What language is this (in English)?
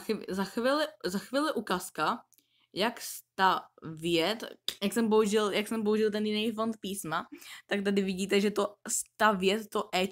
Czech